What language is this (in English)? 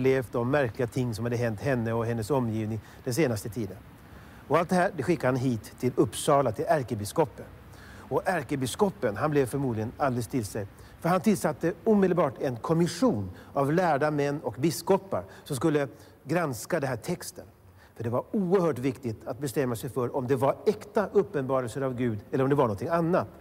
Swedish